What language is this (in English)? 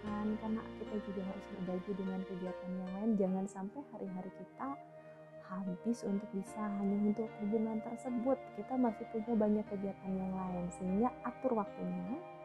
Indonesian